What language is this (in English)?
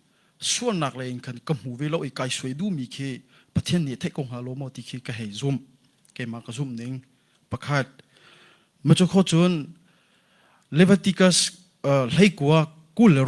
Hakha Chin